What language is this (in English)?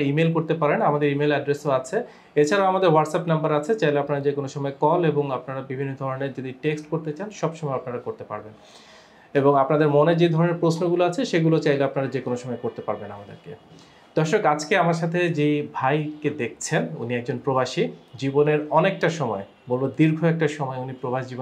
Bangla